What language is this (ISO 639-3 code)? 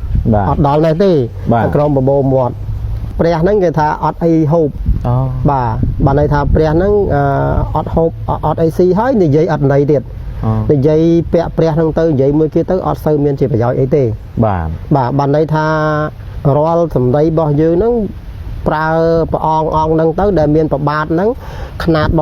khm